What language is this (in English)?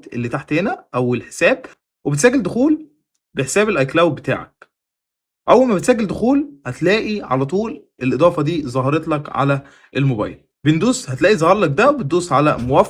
Egyptian Arabic